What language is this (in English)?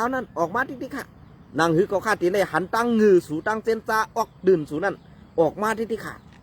Shan